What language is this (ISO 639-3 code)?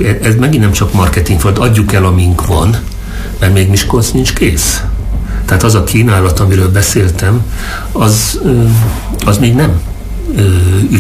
hun